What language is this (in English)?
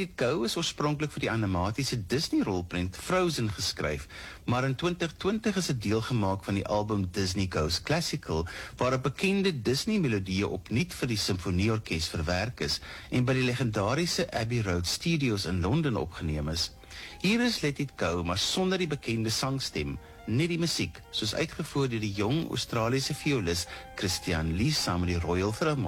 Afrikaans